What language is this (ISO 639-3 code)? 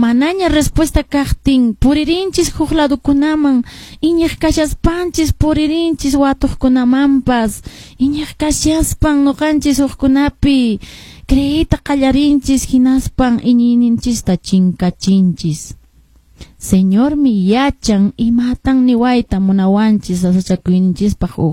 que